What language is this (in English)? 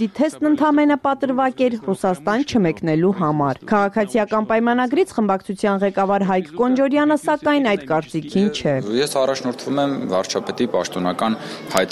Armenian